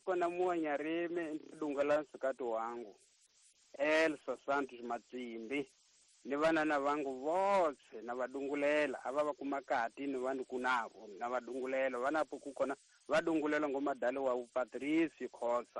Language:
Tsonga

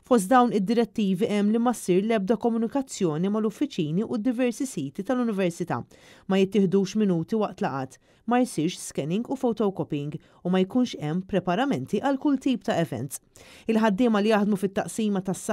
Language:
Maltese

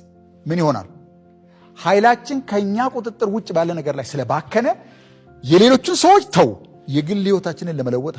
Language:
Amharic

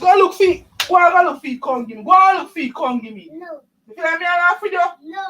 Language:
Jamaican Creole English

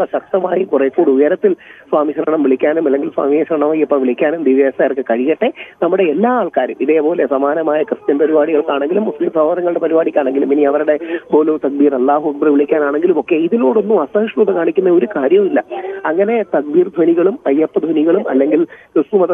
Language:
Malayalam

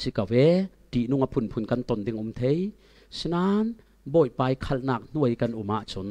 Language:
Falam Chin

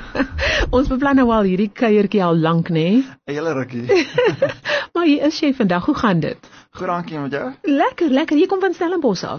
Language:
Afrikaans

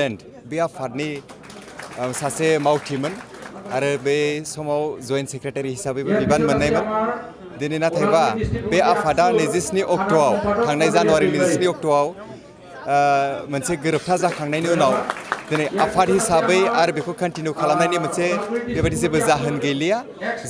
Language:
Bodo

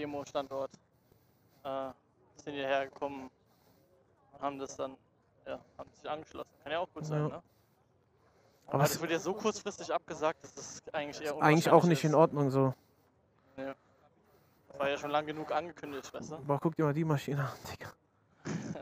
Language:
German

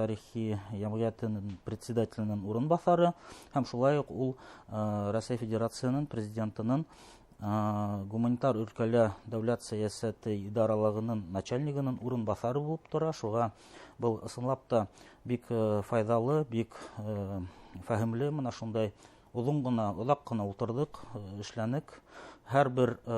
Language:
Bashkir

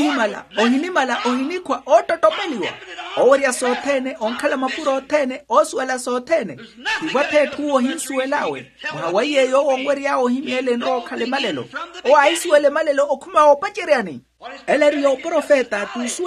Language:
Makhuwa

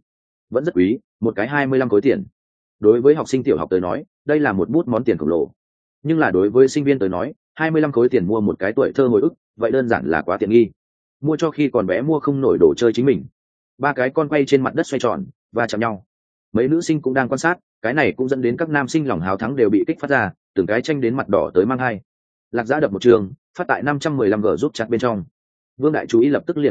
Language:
Vietnamese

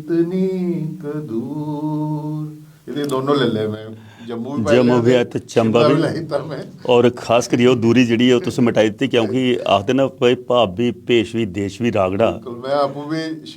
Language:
Dogri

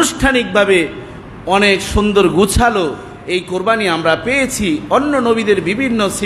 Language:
Bangla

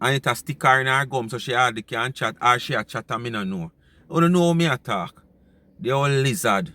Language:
Jamaican Creole English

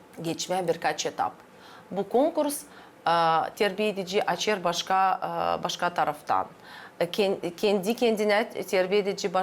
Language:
Gagauz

